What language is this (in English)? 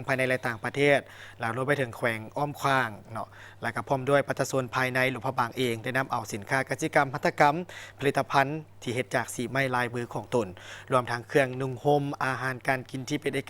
Lao